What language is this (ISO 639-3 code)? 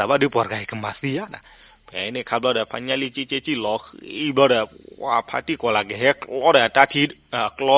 ksw